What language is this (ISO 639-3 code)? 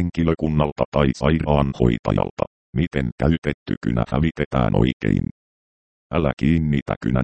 fin